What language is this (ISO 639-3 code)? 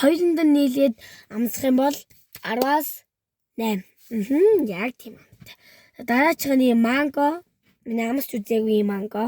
mon